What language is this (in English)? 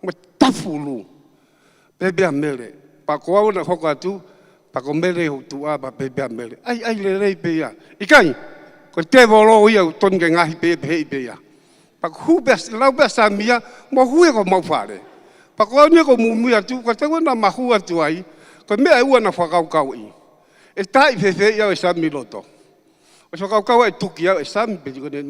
Tongan